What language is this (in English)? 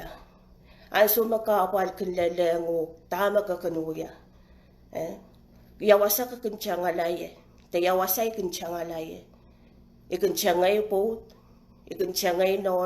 Pohnpeian